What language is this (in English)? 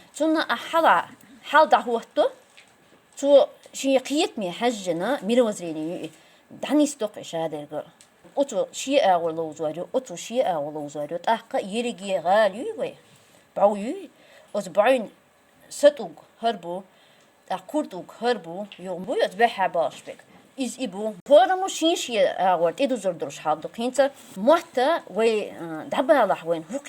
Chechen